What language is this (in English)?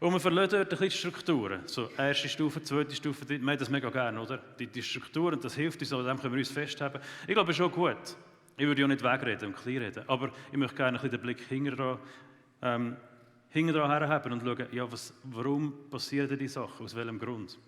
Swiss German